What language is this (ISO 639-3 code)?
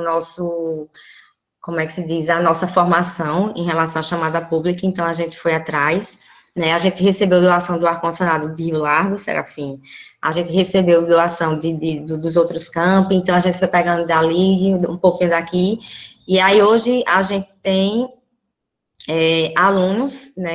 por